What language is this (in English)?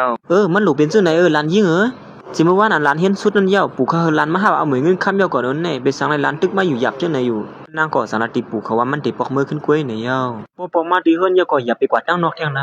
Shan